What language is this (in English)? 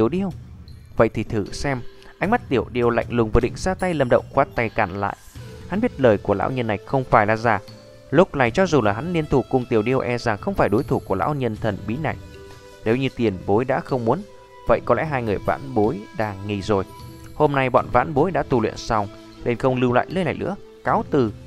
Vietnamese